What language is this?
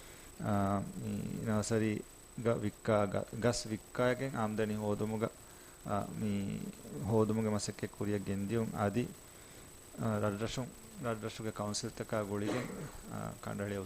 Divehi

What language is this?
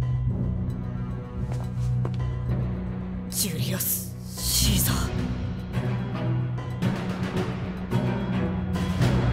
Japanese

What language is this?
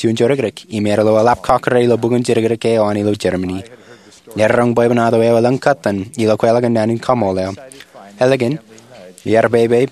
Marshallese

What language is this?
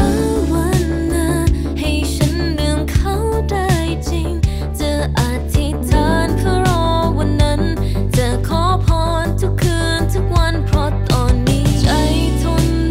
Thai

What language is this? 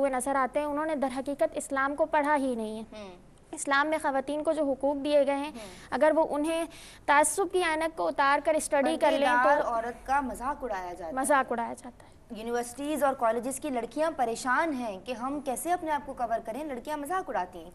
Urdu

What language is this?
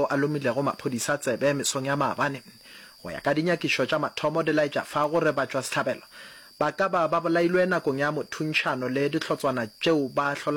Northern Sotho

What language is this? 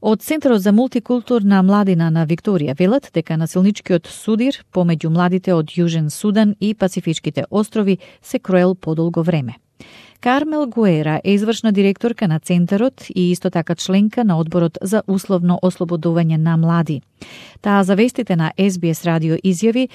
Macedonian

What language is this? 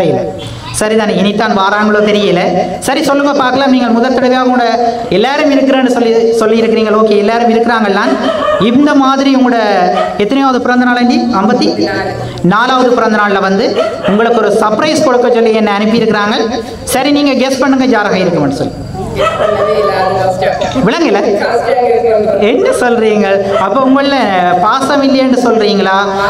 Tamil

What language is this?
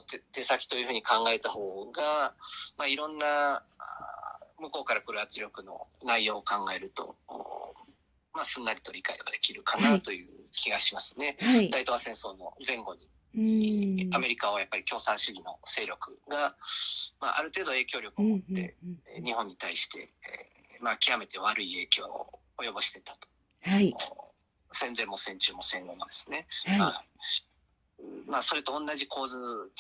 Japanese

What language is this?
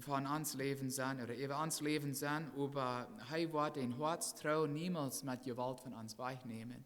Plautdietsch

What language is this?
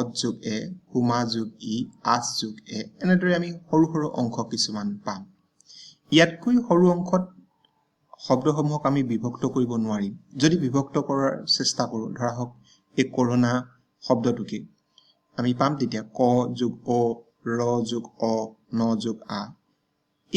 Assamese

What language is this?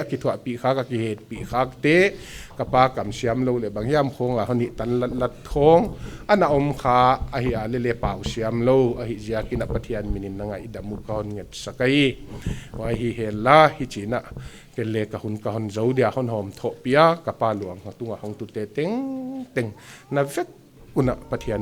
Paite Chin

